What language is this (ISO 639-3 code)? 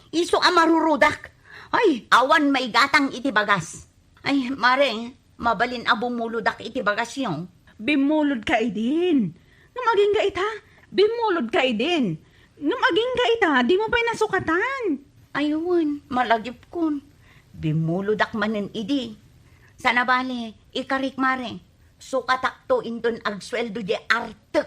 ilo